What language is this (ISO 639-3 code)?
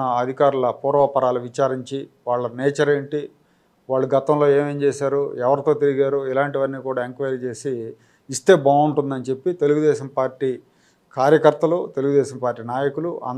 tel